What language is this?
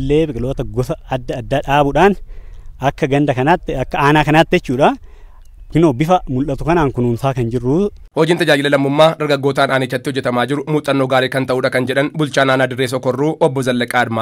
Oromo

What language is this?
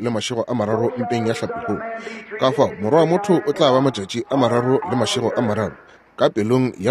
Northern Sotho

